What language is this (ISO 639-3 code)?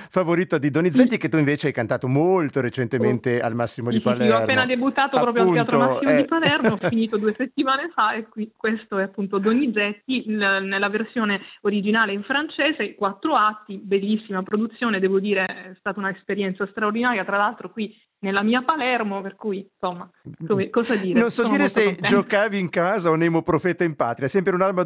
ita